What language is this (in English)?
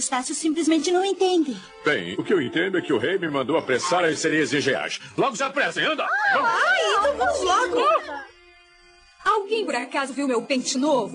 Portuguese